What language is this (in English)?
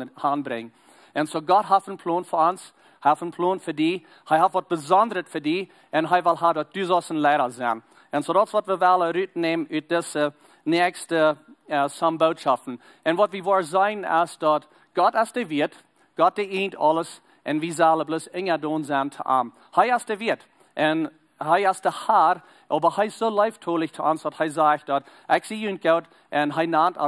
Plautdietsch